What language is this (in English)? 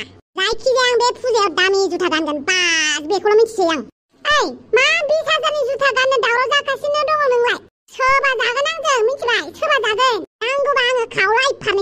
Bodo